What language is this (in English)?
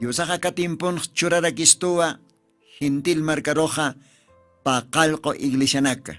Aymara